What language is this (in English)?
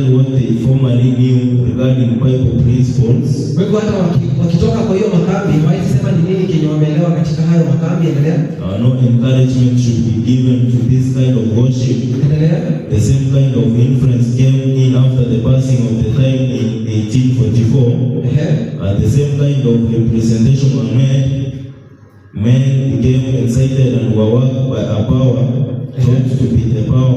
Swahili